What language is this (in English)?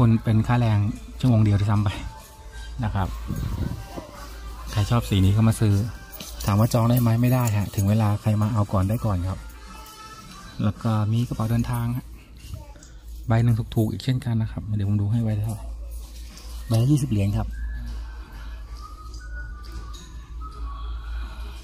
Thai